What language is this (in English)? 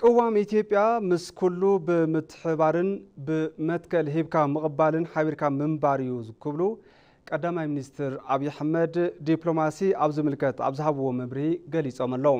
Tigrinya